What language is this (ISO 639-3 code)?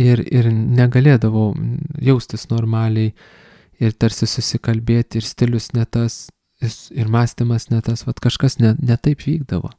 lit